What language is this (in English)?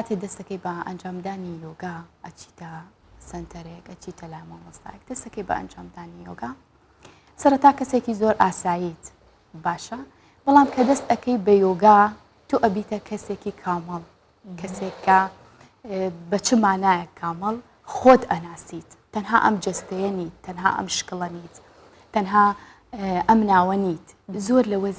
Central Kurdish